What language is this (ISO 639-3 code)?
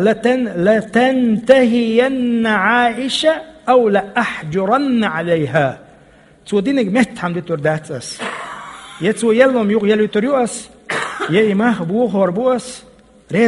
che